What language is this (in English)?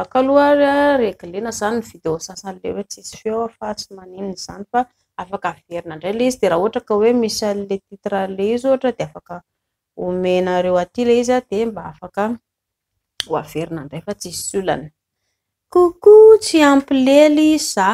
Malagasy